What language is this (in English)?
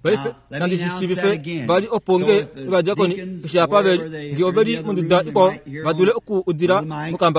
Kuanyama